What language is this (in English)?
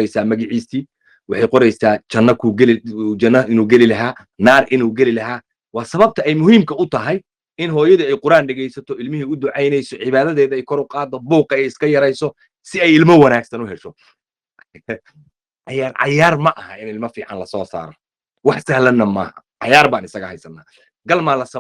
Somali